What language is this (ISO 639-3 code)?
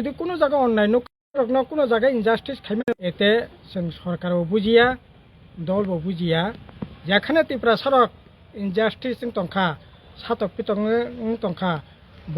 trp